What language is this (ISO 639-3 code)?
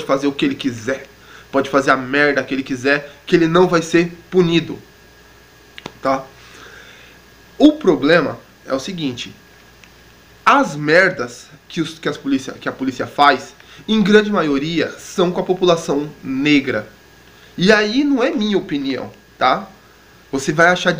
por